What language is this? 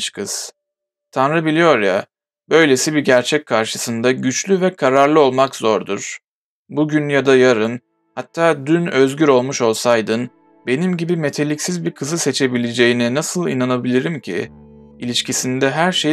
Turkish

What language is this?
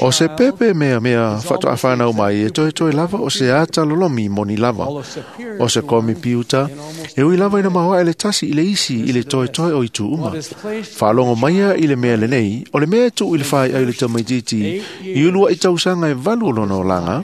Samoan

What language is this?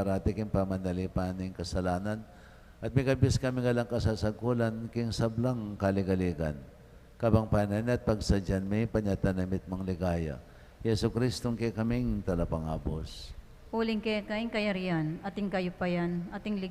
Pampanga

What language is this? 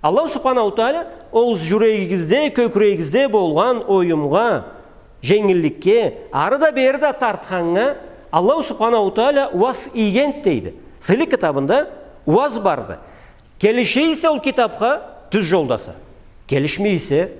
Karachay-Balkar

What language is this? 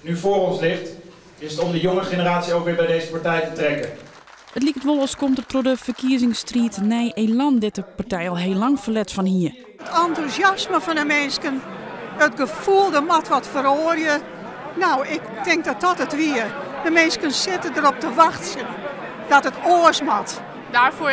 Western Frisian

